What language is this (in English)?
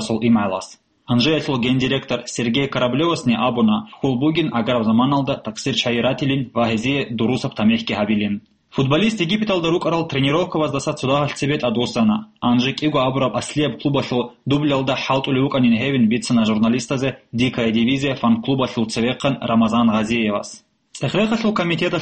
Avaric